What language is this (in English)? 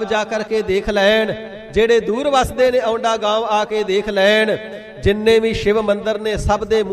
Punjabi